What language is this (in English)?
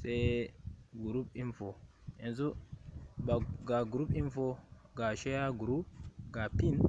Hausa